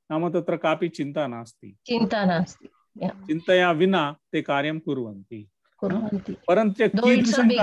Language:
Sanskrit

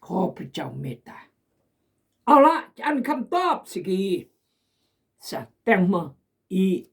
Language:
Khmu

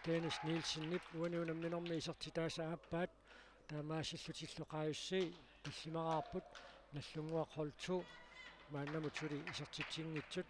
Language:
Kalaallisut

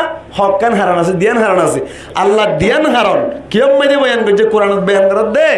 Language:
Rohingya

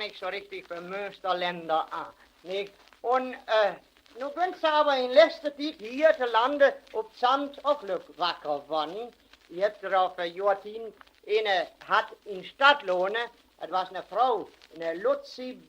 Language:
Westphalien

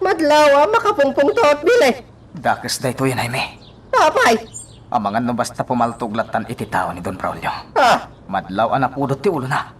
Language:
Iloko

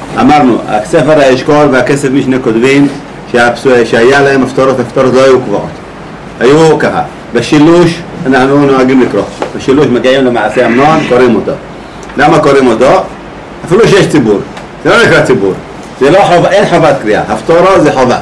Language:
Hebrew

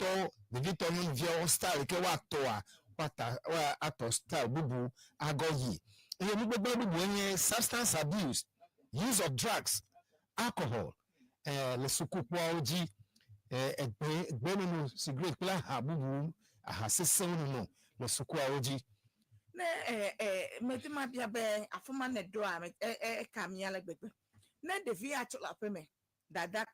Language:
Ewe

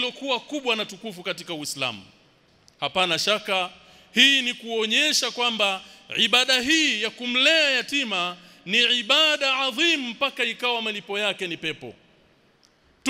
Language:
Swahili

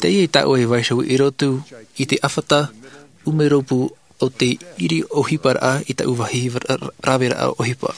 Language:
Tahitian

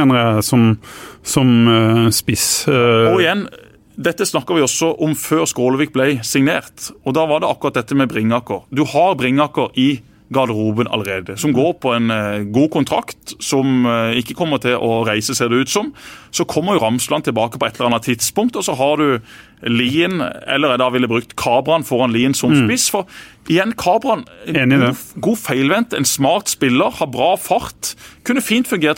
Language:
Norwegian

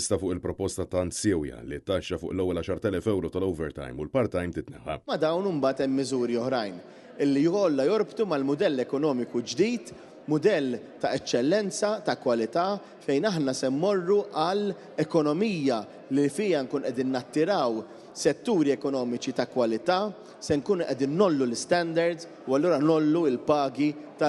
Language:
Maltese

